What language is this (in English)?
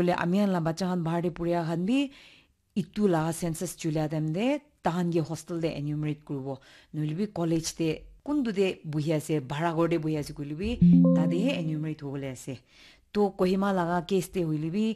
Naga Pidgin